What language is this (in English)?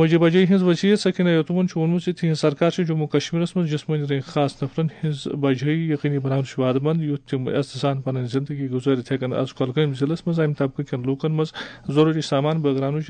Kashmiri